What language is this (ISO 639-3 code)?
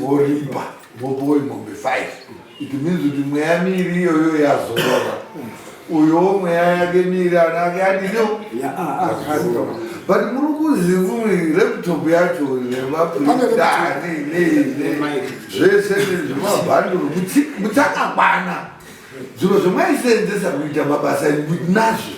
sna